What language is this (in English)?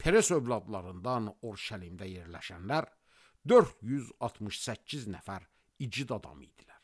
Azerbaijani